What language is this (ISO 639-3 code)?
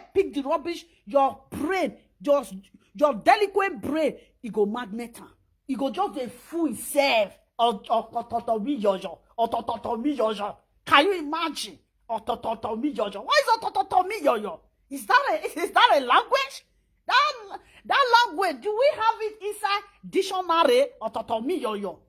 pcm